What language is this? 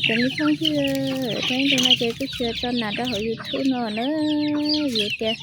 Hmong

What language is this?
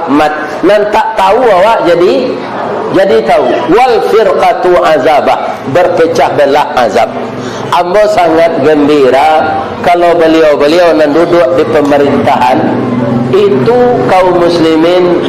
Minangkabau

